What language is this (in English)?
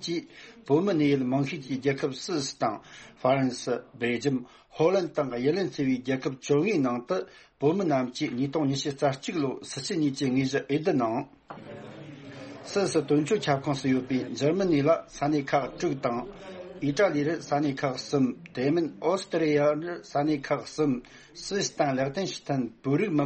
Tibetan